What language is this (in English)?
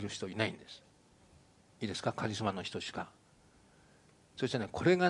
Japanese